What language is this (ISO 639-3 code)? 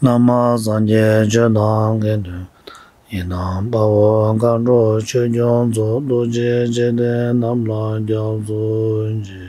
bod